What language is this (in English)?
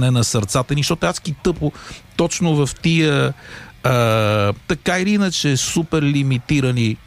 Bulgarian